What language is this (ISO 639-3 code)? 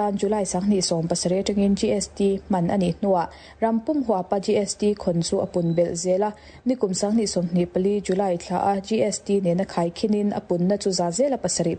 lus